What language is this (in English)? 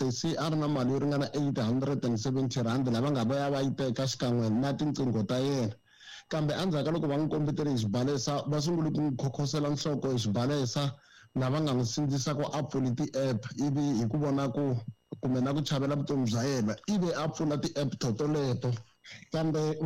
Tsonga